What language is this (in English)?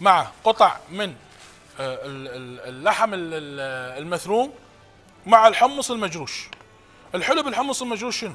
Mesopotamian Arabic